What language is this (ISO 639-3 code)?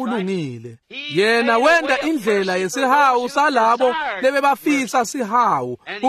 ssw